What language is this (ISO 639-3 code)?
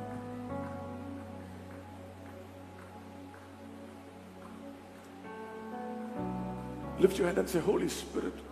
mal